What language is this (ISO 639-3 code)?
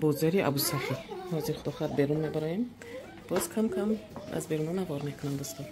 tgk